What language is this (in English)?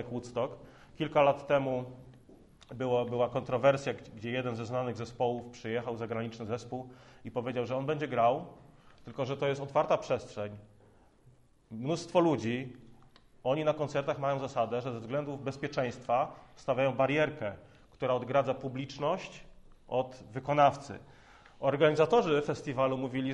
Polish